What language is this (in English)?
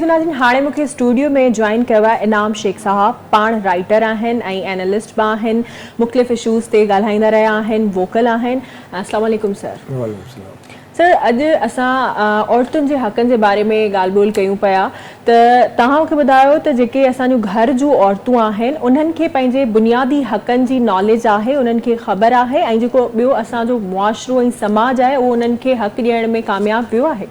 Sindhi